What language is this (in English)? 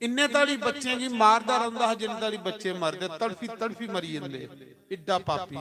Dogri